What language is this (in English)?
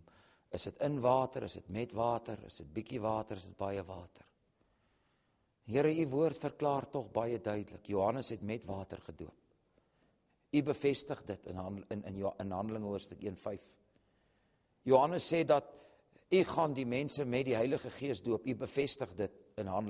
Afrikaans